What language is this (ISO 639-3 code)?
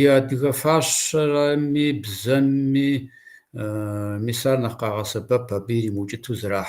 kbd